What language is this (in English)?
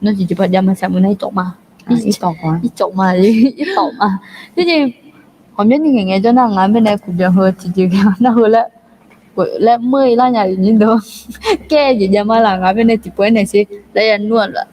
Akha